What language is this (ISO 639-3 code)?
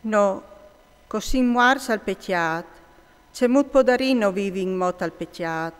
fur